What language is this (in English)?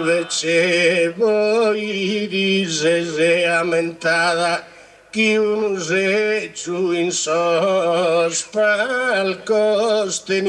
Sardinian